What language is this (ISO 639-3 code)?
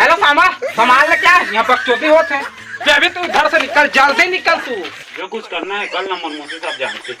hne